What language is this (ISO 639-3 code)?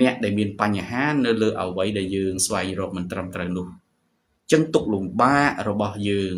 khm